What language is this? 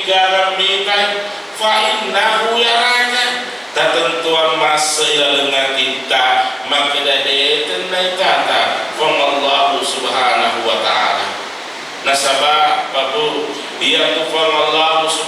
Buginese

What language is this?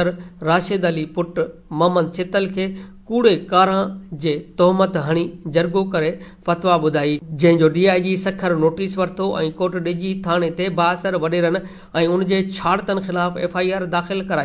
Sindhi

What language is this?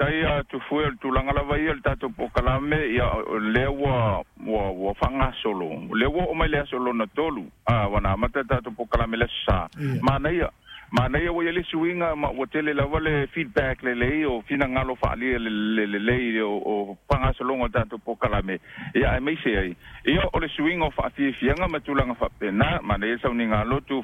Samoan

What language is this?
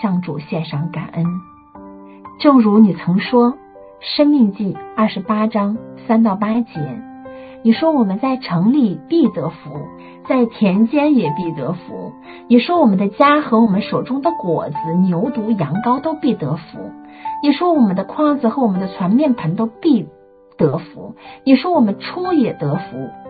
Chinese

